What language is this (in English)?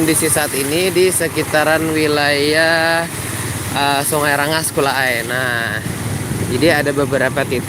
Banjar